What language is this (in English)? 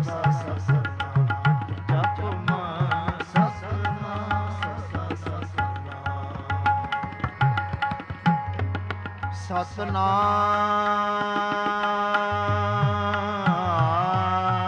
Punjabi